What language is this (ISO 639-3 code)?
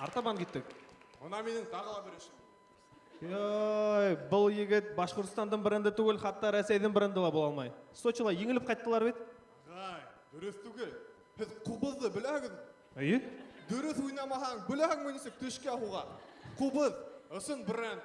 bak